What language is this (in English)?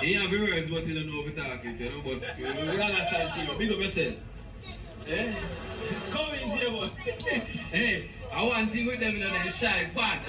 Jamaican Creole English